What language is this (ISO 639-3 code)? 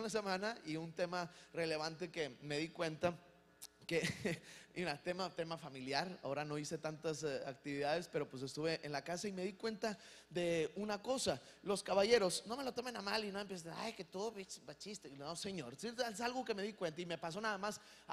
spa